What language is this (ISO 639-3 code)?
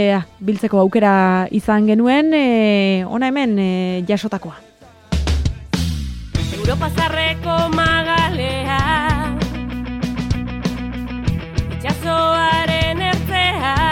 eus